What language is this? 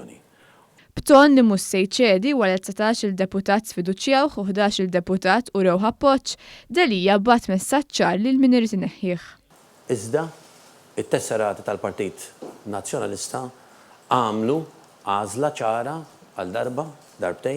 Maltese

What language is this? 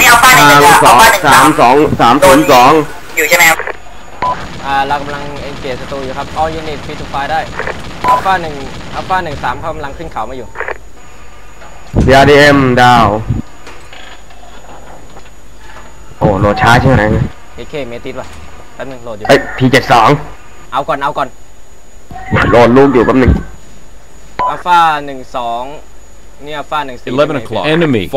Thai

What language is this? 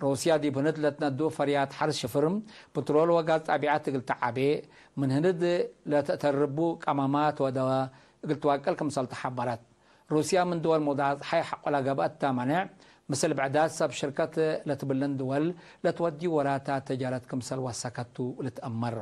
Tigre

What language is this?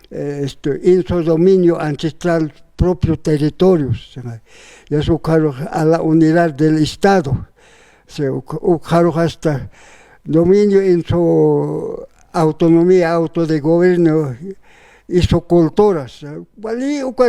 Aymara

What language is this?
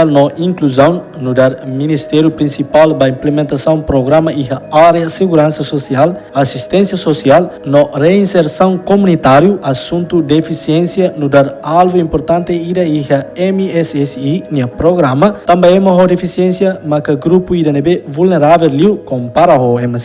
Tetum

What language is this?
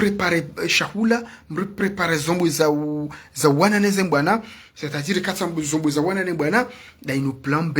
Ngazidja Comorian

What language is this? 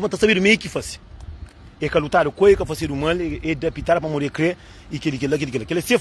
Kabuverdianu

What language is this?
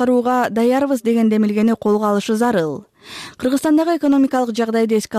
Kyrgyz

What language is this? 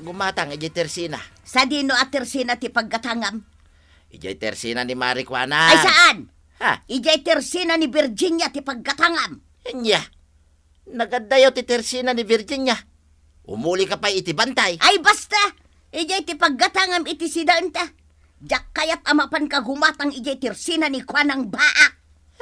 Iloko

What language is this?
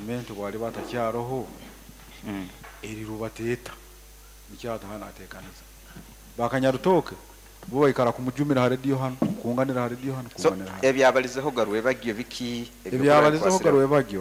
Nyoro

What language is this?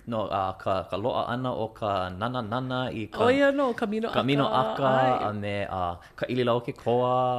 Hawaiian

